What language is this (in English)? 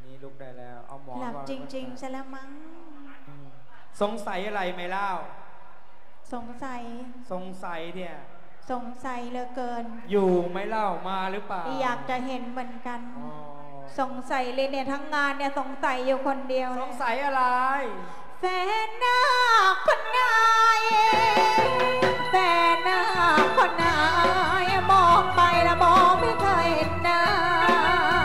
Thai